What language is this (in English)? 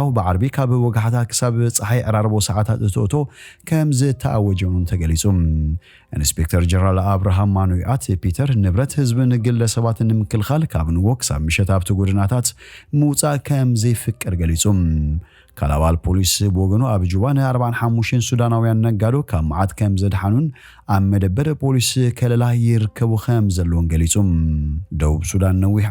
Tigrinya